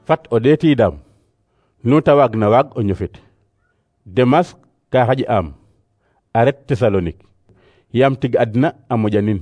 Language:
Serer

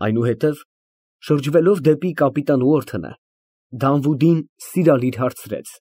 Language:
Armenian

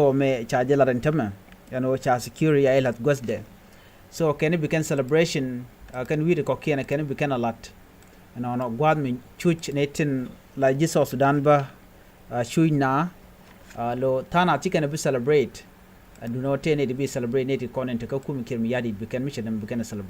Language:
Nuer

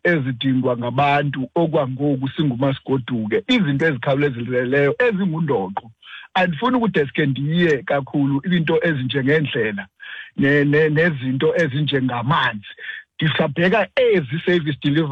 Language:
Xhosa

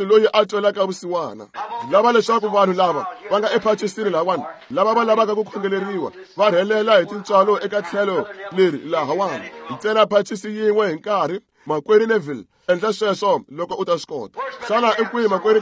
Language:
Tsonga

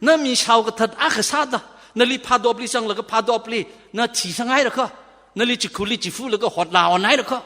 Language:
Tangkhul Naga (India)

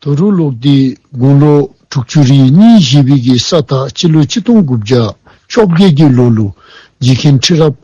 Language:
Dzongkha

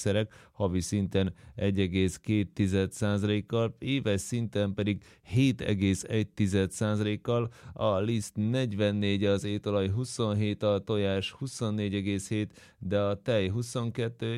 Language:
Hungarian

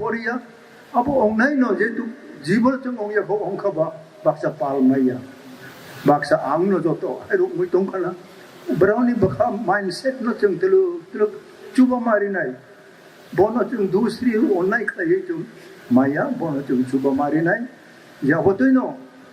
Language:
Kok Borok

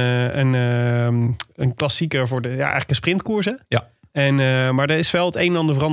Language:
Dutch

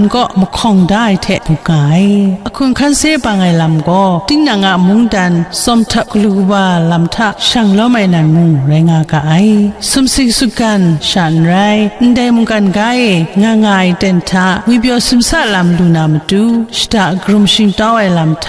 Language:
Kachin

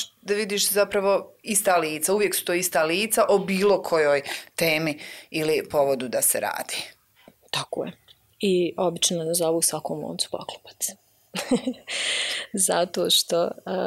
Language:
Bosnian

